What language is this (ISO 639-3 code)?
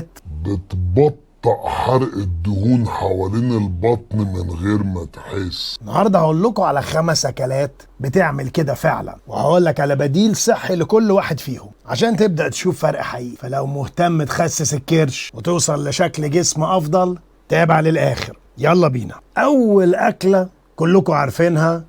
arz